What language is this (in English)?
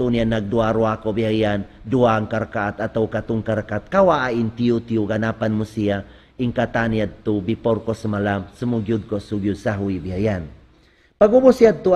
Tausug